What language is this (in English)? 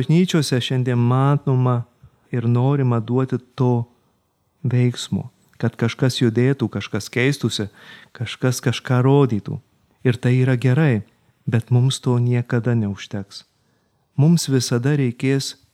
Lithuanian